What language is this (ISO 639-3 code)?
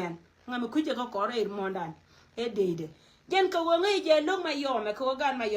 nus